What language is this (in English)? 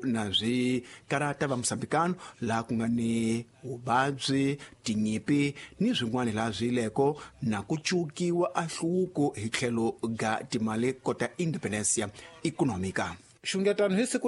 Tsonga